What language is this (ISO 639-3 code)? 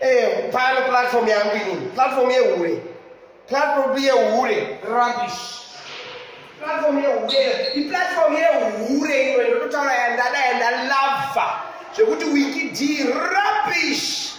sna